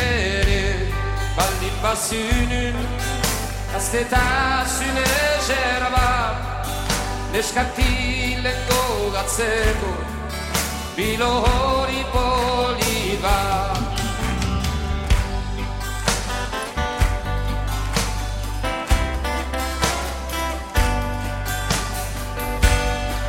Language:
Basque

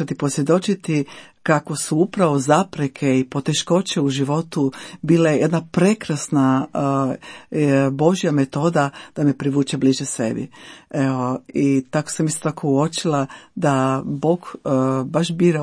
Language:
Croatian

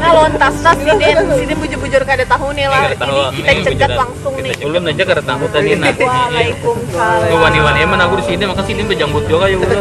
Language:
Banjar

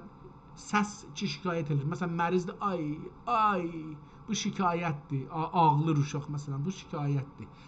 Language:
South Azerbaijani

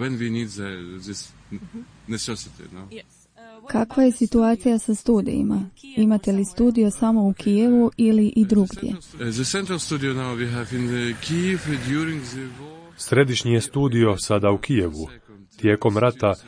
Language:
Croatian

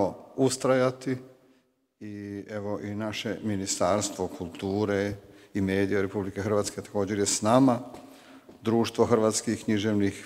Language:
Croatian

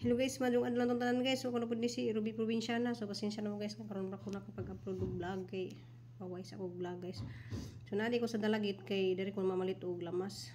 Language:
Cebuano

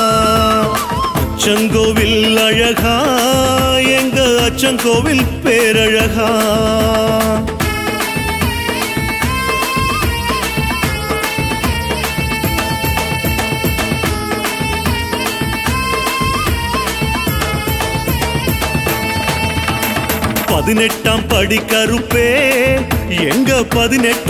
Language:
Tamil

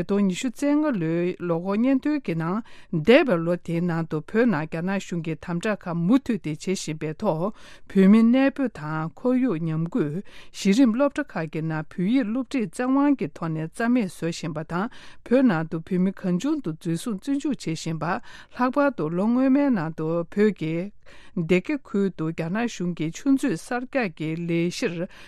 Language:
Tibetan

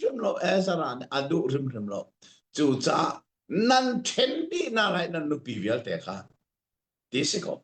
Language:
Hakha Chin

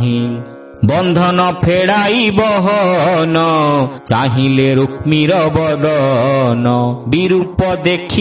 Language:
Odia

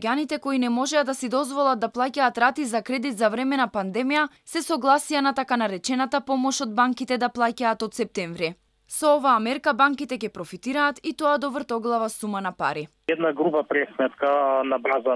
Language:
Macedonian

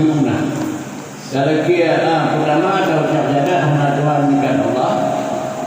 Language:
Achinese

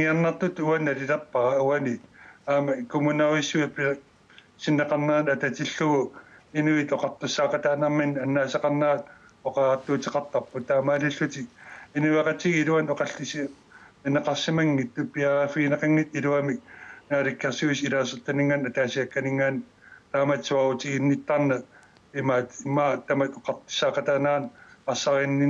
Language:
Kalaallisut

